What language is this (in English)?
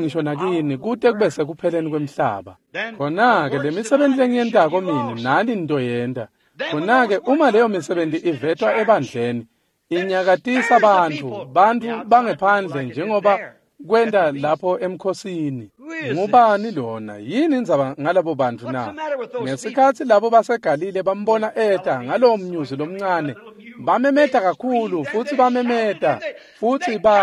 Swati